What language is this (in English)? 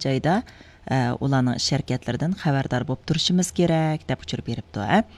Uyghur